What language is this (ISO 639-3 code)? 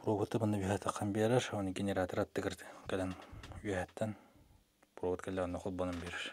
sah